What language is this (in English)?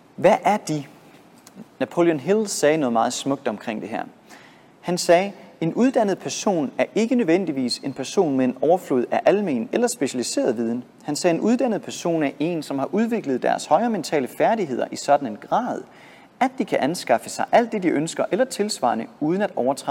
Danish